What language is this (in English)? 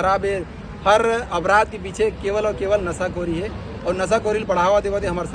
Chhattisgarhi